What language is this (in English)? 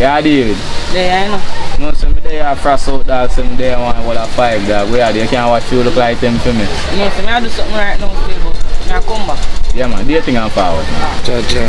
Jamaican Creole English